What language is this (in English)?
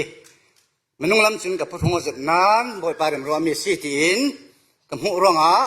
Falam Chin